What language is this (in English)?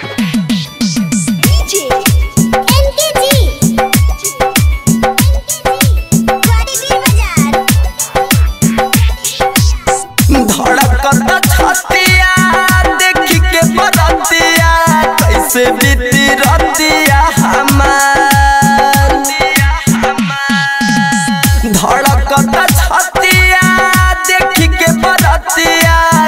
Bhojpuri